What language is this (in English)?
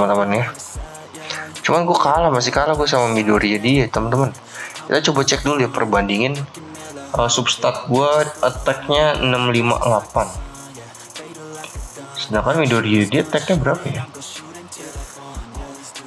Indonesian